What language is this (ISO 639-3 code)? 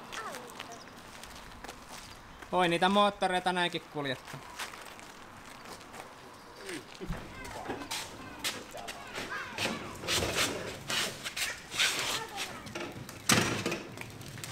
fin